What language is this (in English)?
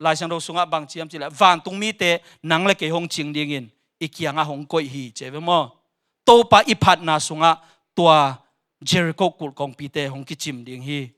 Tedim Chin